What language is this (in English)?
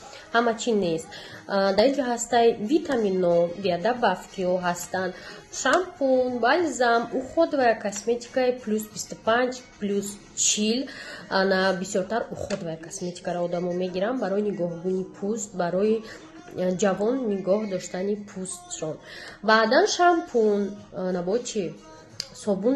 Tajik